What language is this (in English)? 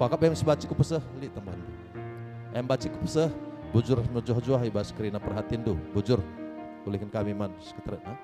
Batak Karo